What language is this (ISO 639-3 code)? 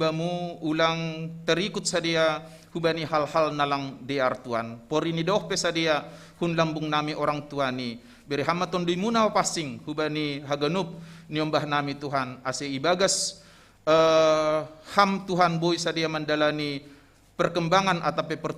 bts